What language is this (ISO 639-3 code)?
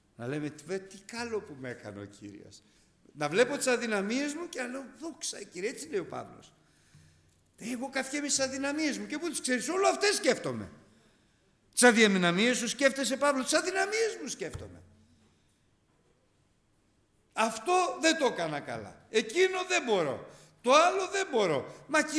ell